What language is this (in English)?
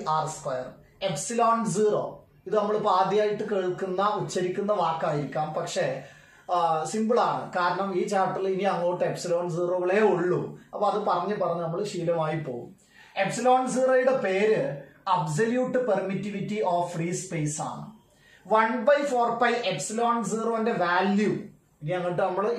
Malayalam